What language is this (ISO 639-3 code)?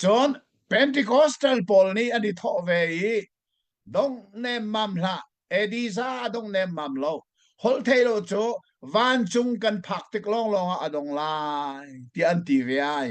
cnh